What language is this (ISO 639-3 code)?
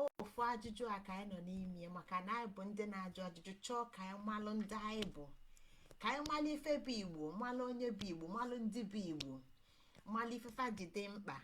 ibo